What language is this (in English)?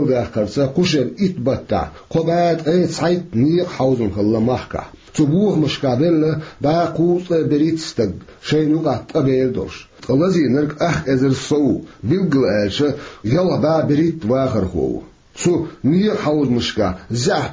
Chechen